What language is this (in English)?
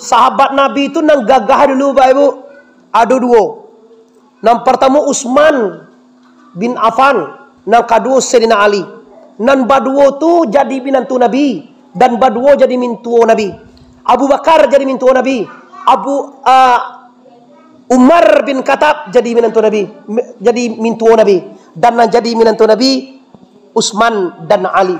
Minangkabau